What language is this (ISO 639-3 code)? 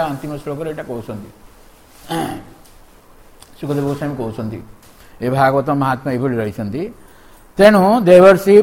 ori